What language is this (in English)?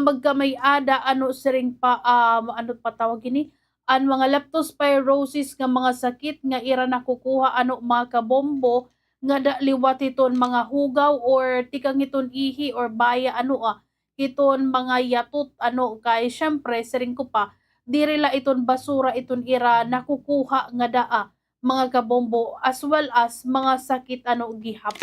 Waray